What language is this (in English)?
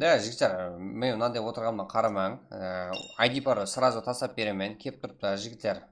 Kara-Kalpak